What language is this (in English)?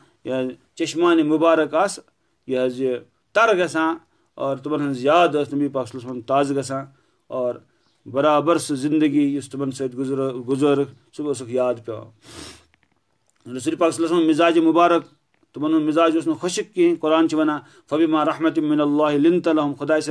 Kashmiri